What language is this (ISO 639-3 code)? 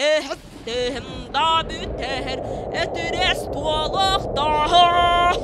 sah